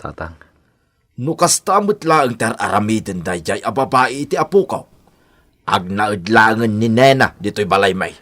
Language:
Iloko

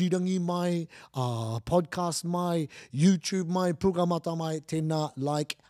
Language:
Māori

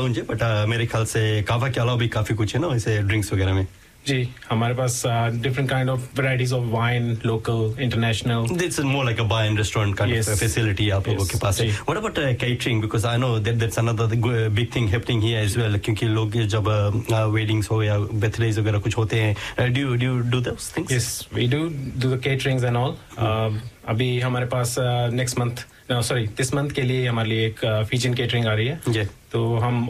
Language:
Hindi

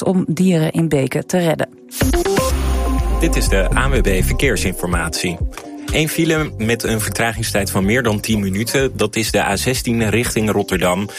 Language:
Dutch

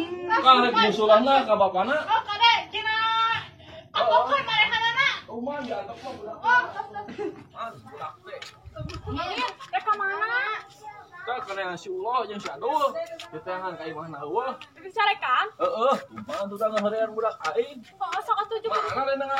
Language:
Sundanese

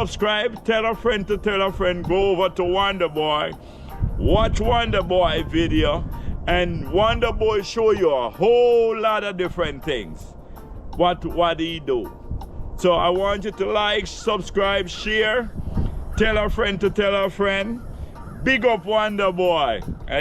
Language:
Jamaican Creole English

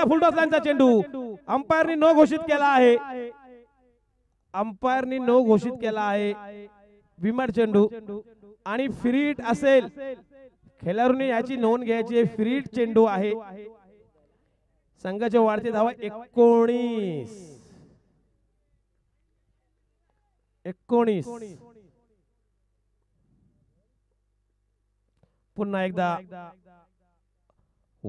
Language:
Marathi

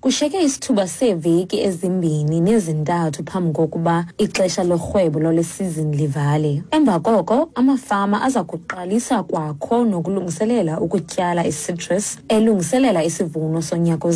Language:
Xhosa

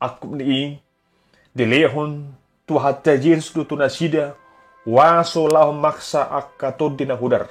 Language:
Batak Toba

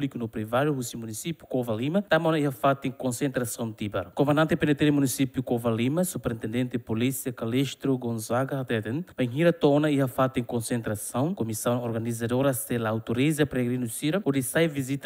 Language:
Tetum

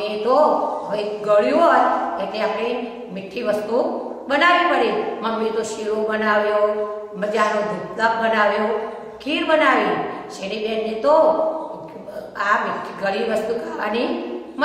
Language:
Gujarati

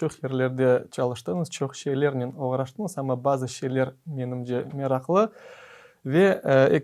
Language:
Crimean Tatar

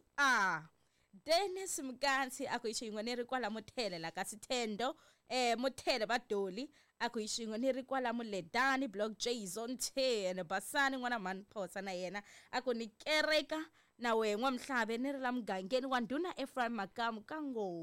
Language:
Tsonga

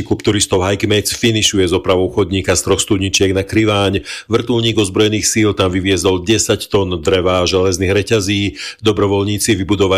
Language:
Slovak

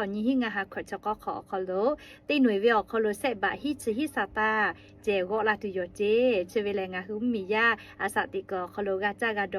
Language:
Lahu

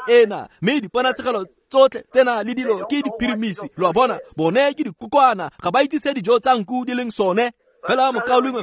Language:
Tswana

